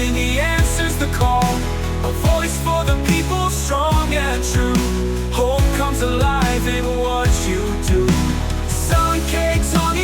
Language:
Waray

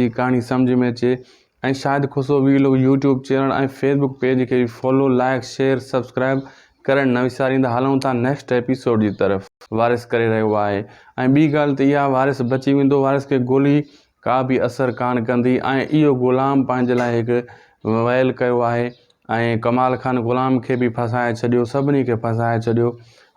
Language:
Sindhi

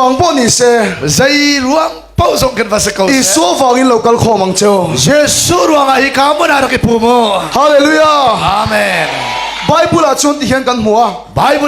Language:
Hakha Chin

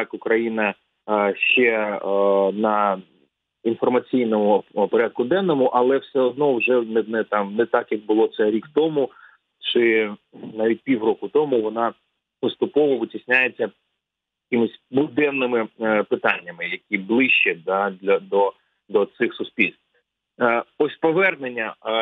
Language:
Ukrainian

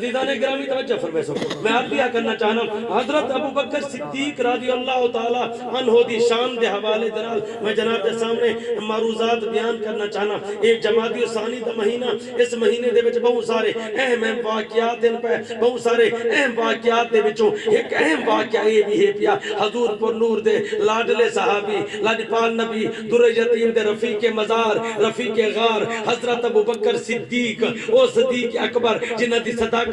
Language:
Saraiki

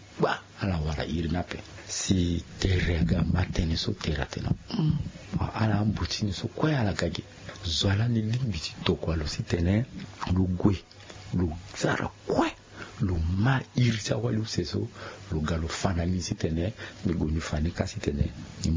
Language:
Sango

